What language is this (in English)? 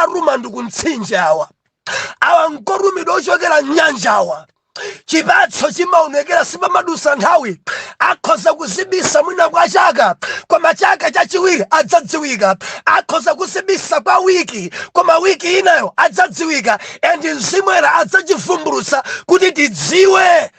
Nyanja